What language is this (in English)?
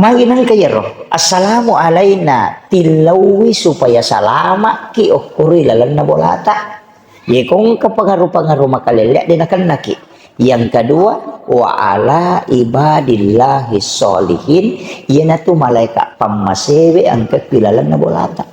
Buginese